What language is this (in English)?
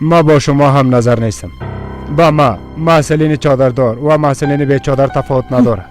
Persian